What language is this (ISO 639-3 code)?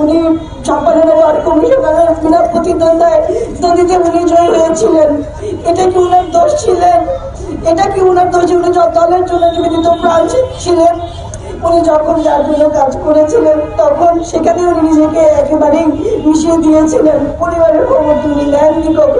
ben